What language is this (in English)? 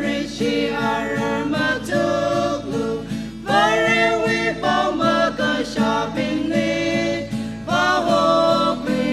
Tangkhul Naga (India)